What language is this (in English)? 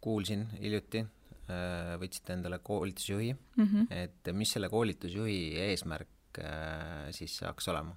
Estonian